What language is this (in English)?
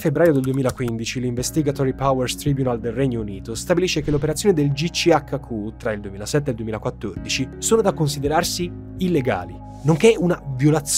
Italian